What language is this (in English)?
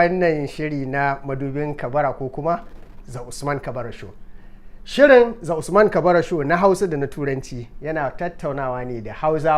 Hausa